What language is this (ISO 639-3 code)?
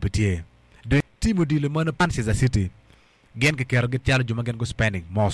ach